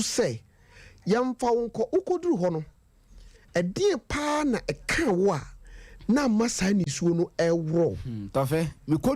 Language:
Akan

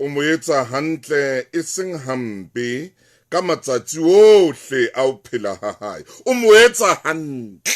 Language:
Southern Sotho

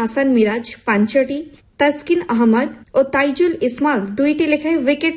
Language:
Odia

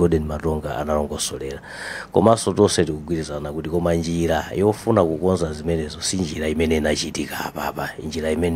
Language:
Nyanja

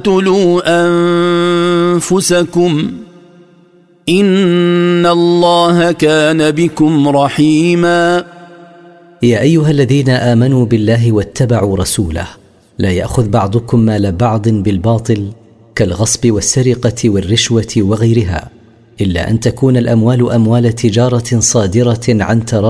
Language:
Arabic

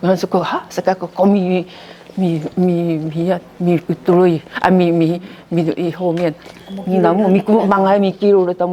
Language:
Sakizaya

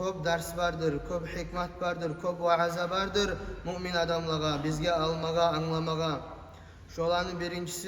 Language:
Kumyk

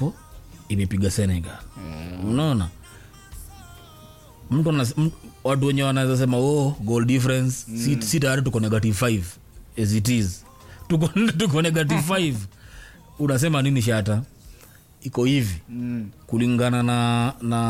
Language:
Swahili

